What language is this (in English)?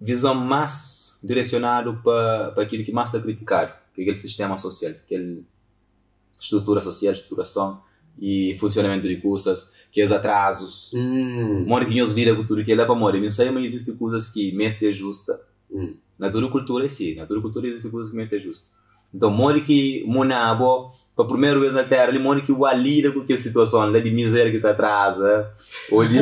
Kabuverdianu